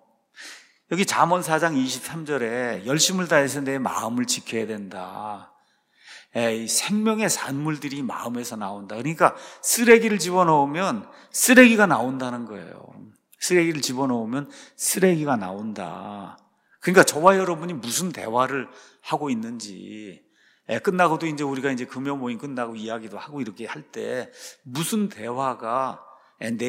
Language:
Korean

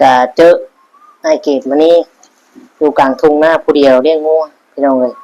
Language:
Lao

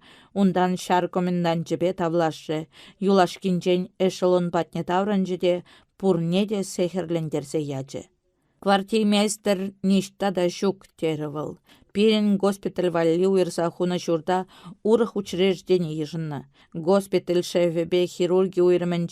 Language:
Chuvash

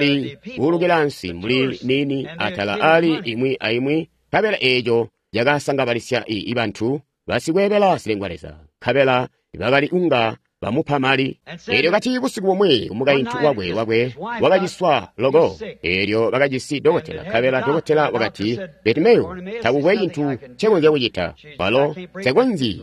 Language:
Tonga (Zambia)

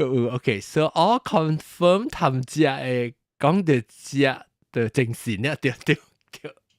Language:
Min Nan Chinese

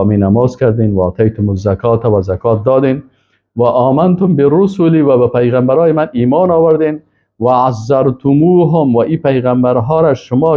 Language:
Persian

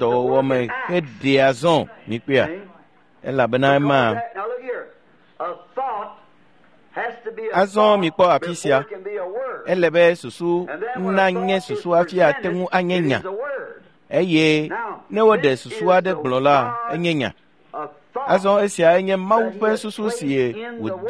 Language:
Ewe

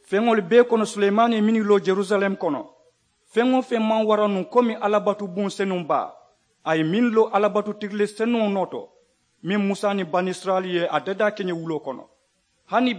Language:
Mandingo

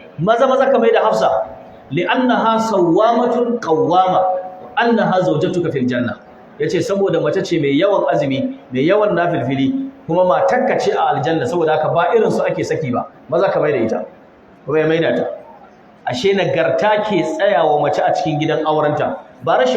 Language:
Hausa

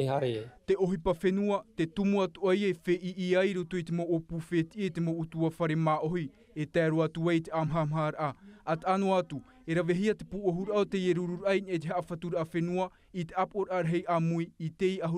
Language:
Tahitian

